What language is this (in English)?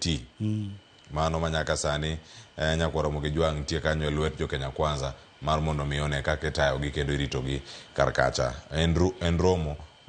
Luo (Kenya and Tanzania)